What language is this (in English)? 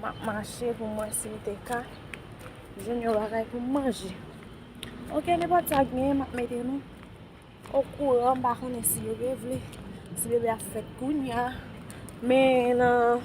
Haitian Creole